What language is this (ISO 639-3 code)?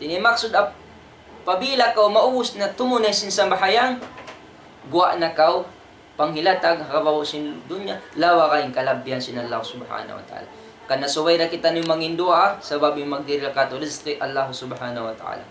tsg